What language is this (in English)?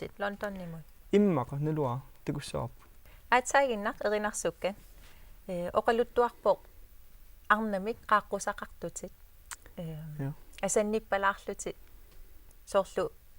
Kalaallisut